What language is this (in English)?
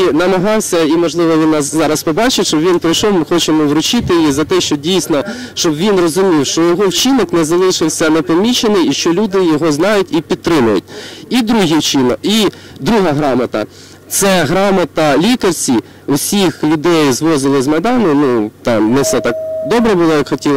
Ukrainian